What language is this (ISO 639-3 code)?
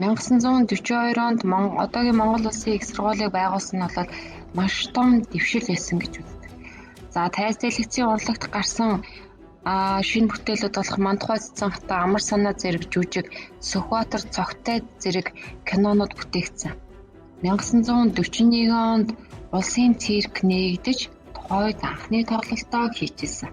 mon